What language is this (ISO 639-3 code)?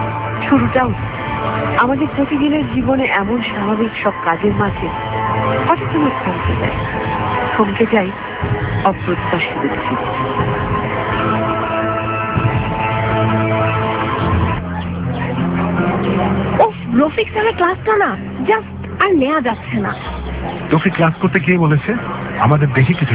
ben